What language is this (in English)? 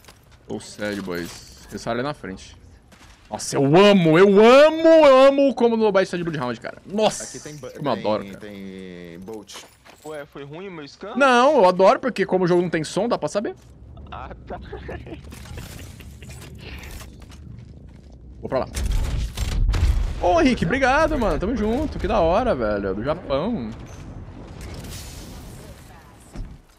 Portuguese